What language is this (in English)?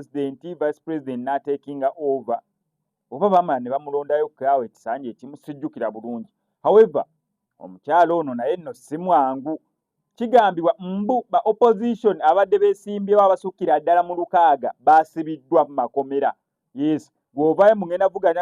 Ganda